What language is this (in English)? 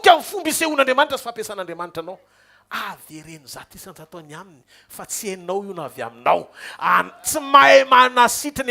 Malagasy